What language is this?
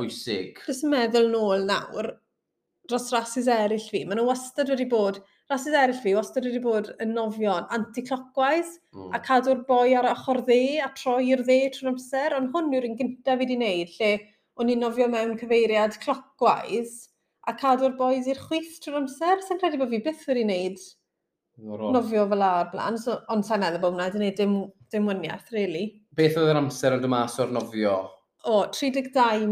Welsh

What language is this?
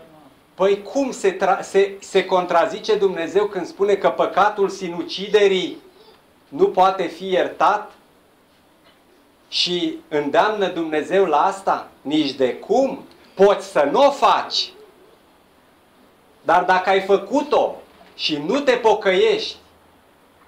Romanian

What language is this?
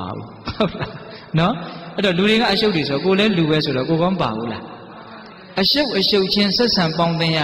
Burmese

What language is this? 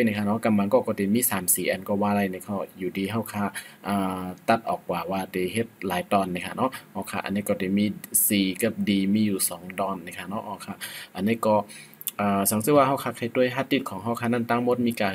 Shan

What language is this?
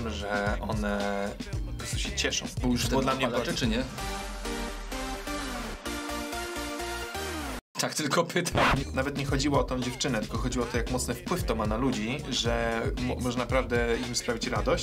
Polish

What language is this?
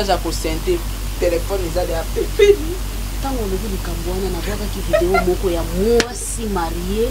Lingala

